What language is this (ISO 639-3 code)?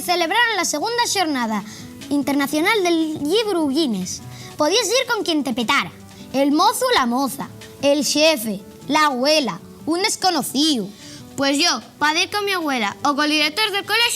ast